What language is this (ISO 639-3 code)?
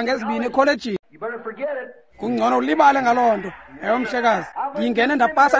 xho